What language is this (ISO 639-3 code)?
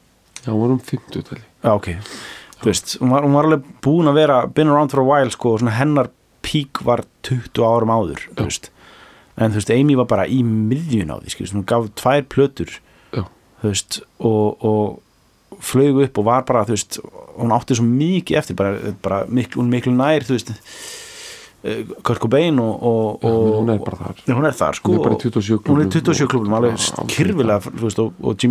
isl